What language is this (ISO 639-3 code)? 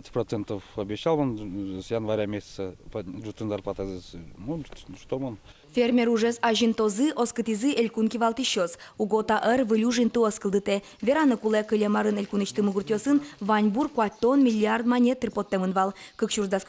udm